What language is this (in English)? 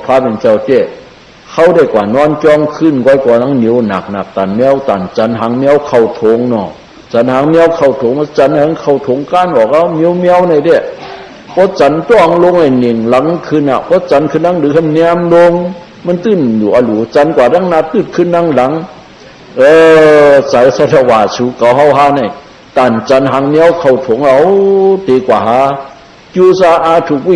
Shan